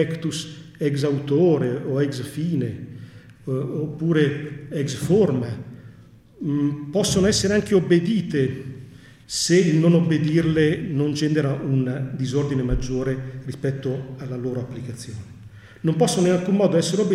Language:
Italian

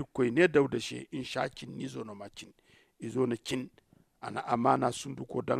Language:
Zarma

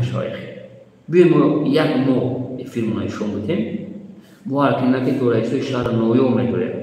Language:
Tajik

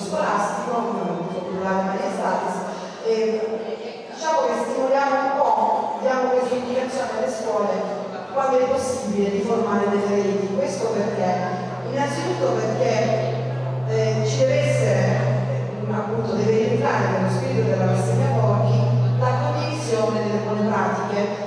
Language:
Italian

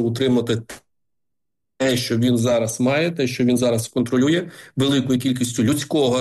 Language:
Ukrainian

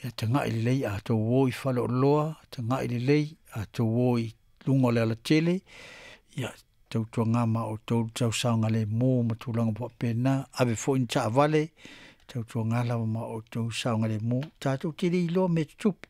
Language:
Samoan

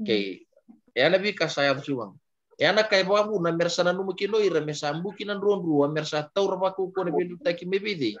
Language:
Fijian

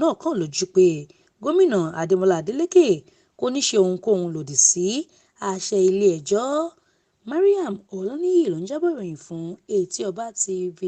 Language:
Yoruba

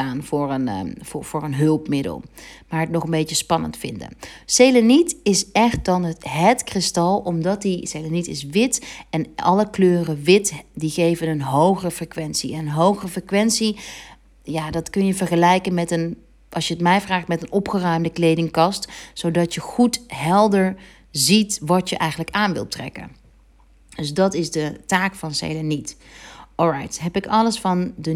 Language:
Dutch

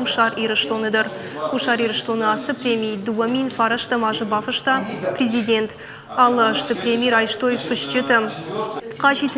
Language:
Ossetic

